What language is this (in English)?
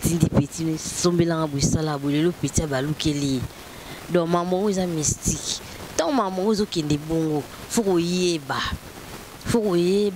Lingala